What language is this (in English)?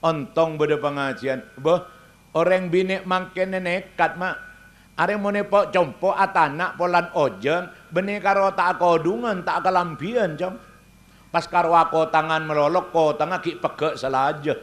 Madurese